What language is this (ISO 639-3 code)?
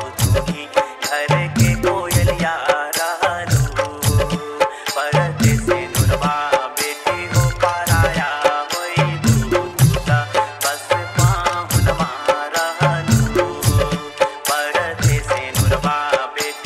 bho